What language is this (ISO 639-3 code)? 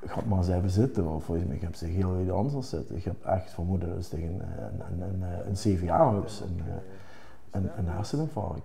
lim